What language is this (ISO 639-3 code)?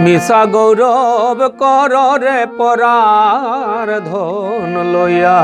syl